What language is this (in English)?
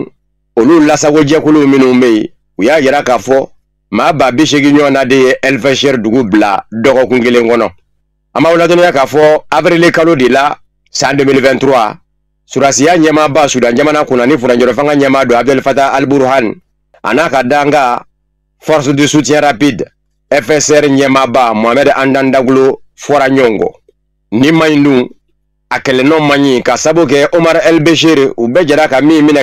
Bambara